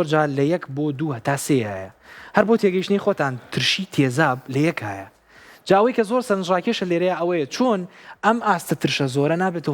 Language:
Central Kurdish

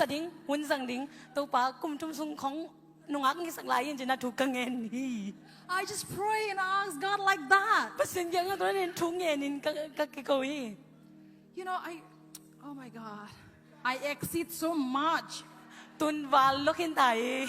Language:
Tedim Chin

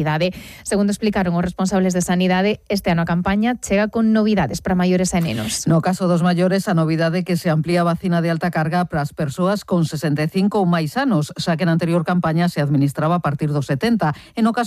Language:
Galician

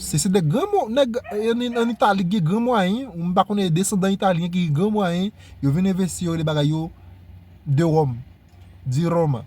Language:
Haitian Creole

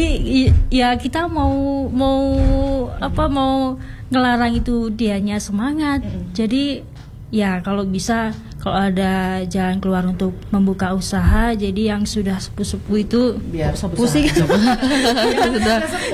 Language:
Indonesian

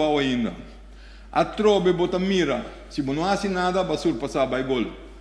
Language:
Papiamento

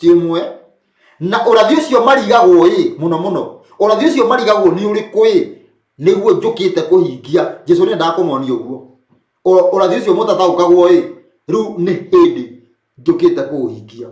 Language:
Kikuyu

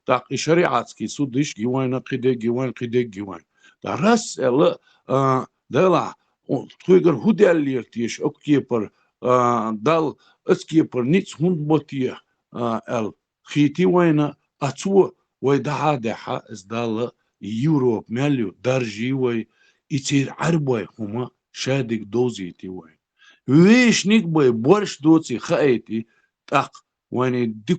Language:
Chechen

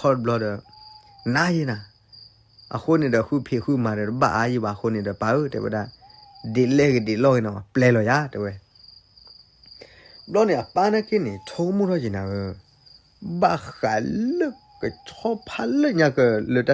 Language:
S'gaw Karen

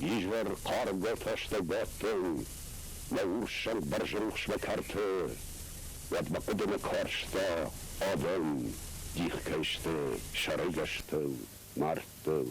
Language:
Ossetic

